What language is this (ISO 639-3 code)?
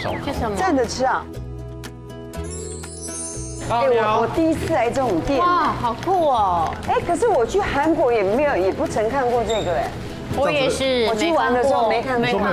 zho